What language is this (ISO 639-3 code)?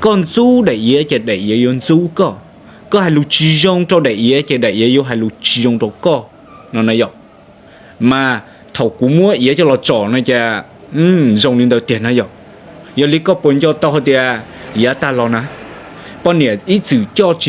hmn